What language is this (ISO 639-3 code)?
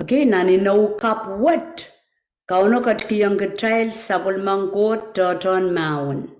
pon